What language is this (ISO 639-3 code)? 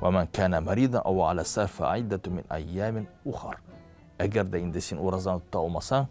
tat